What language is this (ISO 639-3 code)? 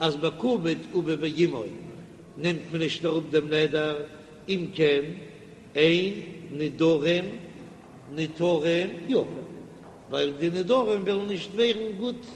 yid